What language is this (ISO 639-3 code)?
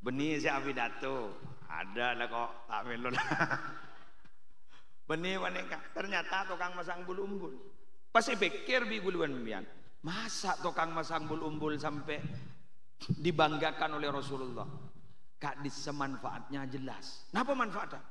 mad